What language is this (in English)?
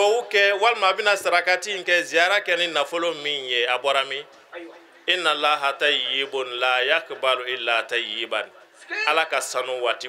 Bambara